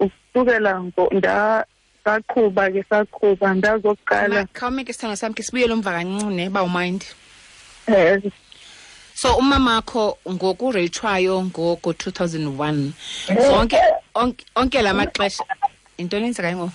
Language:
Xhosa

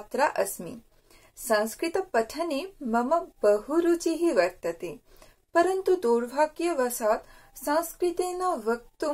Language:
Sanskrit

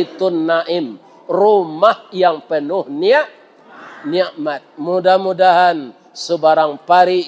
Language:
Minangkabau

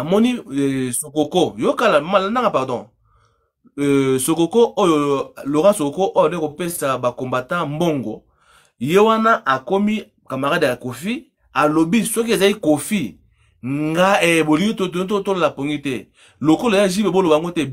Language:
Lingala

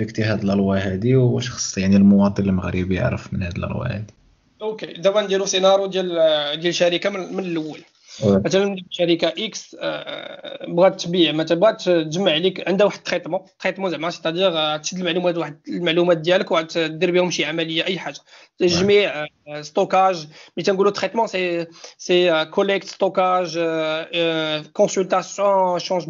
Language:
Moroccan Arabic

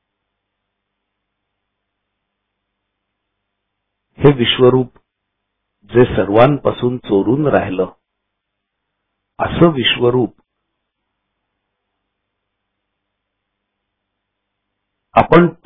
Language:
Marathi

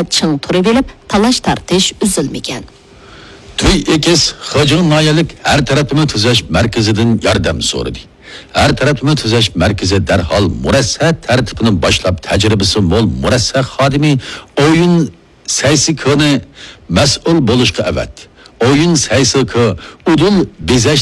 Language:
Uyghur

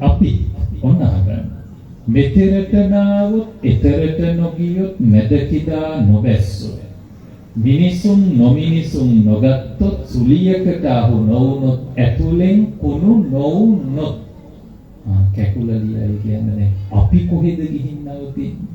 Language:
Sinhala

